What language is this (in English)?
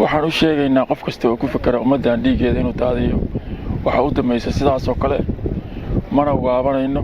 Somali